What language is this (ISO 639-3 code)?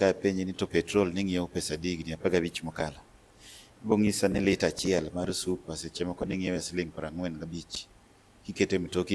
luo